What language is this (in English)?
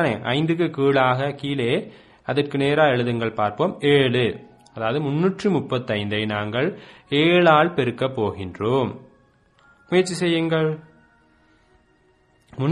Tamil